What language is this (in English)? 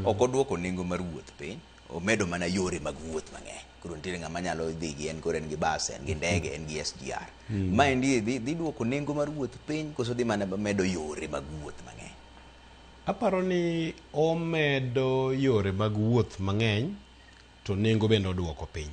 Luo (Kenya and Tanzania)